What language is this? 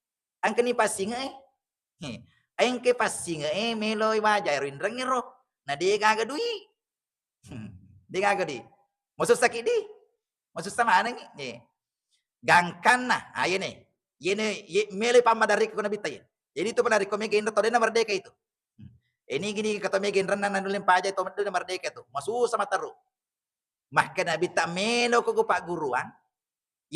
Buginese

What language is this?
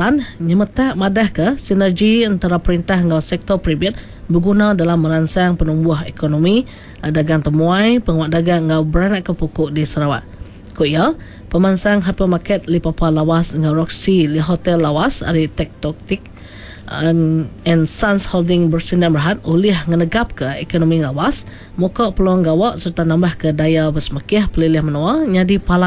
Iban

